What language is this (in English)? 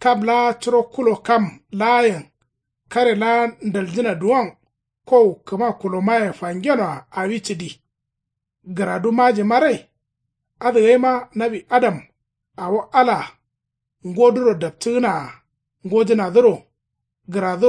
Kanuri